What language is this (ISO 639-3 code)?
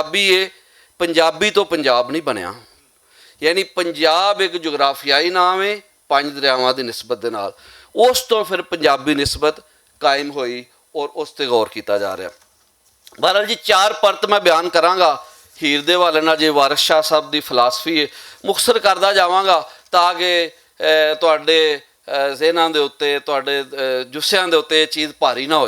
lah